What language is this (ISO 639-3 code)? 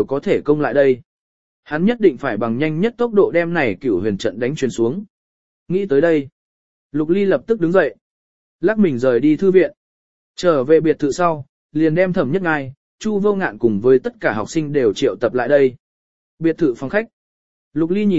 vie